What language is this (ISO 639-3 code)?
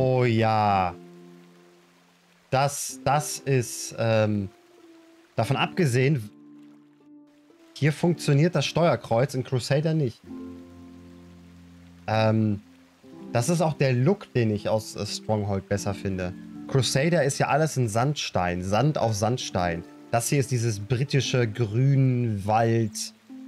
deu